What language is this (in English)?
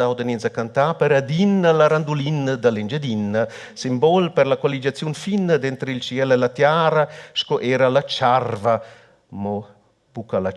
Romansh